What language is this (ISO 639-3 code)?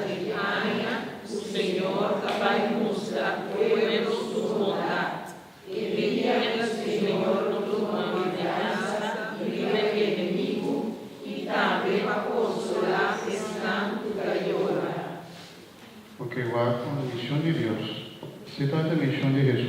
pap